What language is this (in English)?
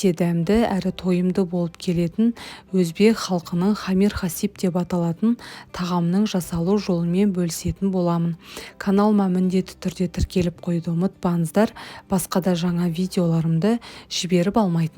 Kazakh